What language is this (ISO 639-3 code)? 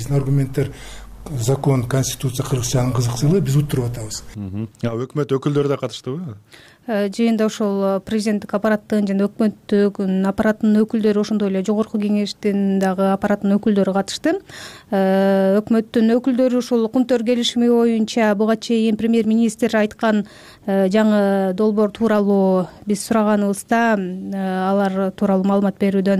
kir